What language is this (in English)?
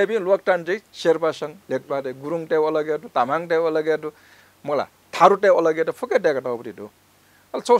Newari